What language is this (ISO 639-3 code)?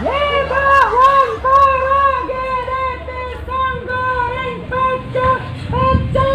min